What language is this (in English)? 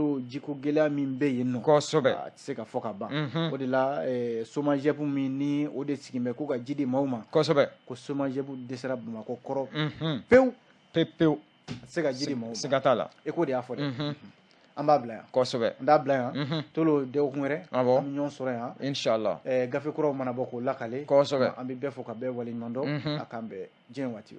Bambara